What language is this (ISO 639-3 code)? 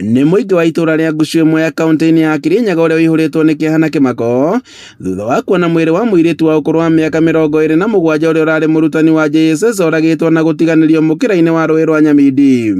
kik